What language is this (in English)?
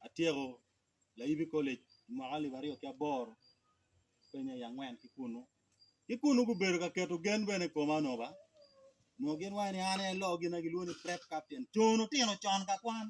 Acoli